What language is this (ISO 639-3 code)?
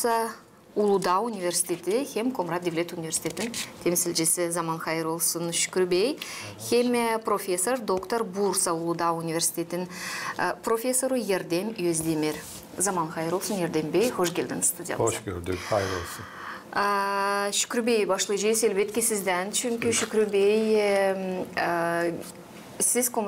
gag